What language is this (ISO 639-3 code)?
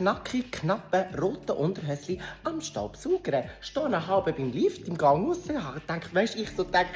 gsw